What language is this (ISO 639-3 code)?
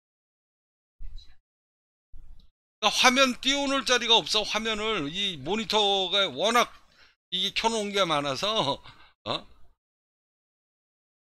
kor